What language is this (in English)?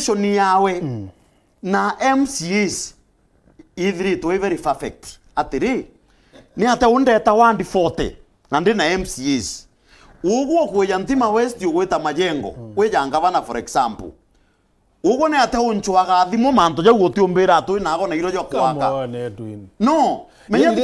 Meru